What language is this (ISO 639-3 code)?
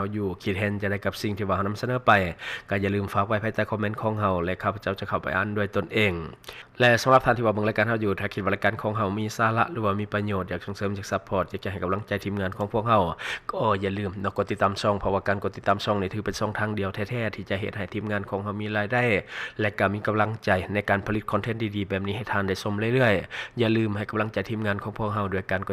lao